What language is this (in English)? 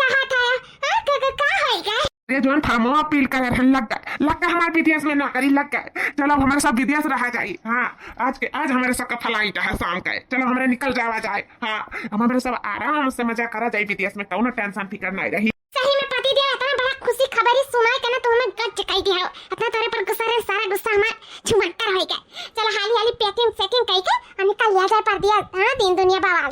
Awadhi